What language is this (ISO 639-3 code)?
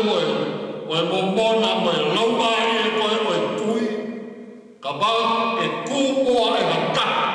ton